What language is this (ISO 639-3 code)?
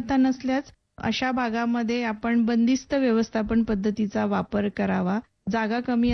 mar